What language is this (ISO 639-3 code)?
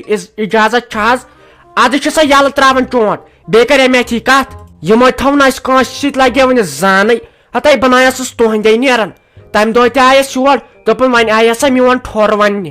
kas